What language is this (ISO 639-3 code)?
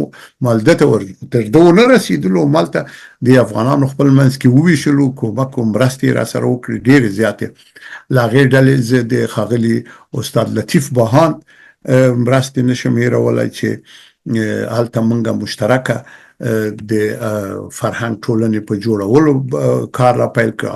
pus